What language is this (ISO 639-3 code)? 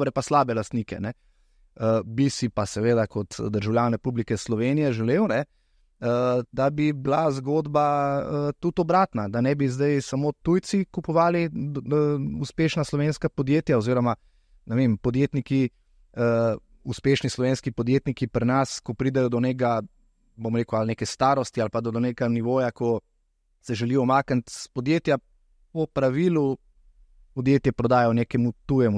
slv